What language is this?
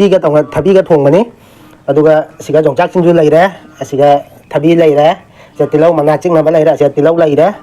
Manipuri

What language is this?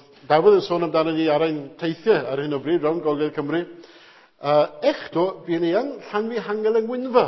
Welsh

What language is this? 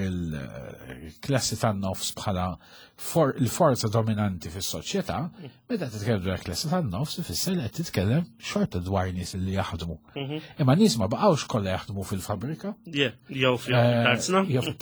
Maltese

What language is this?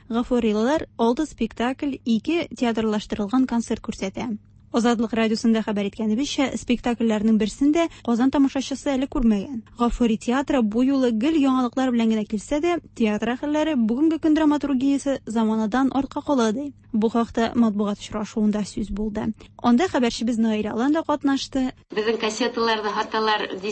Tatar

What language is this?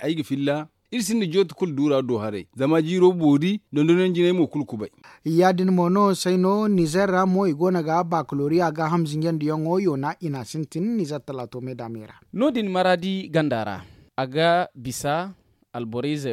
Zarma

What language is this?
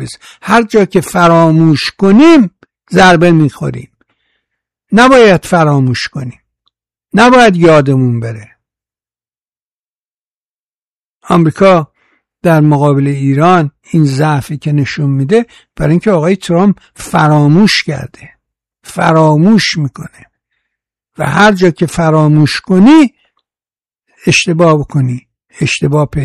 Persian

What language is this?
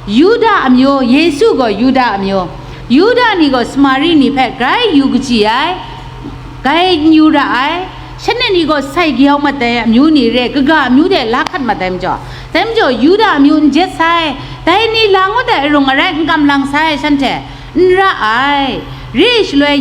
Kachin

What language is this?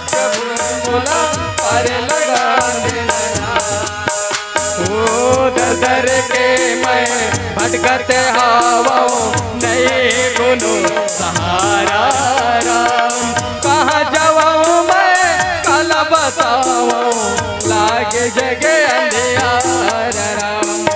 Chhattisgarhi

